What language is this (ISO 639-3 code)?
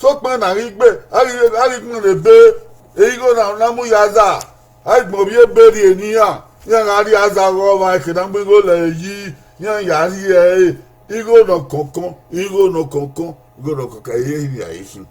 bin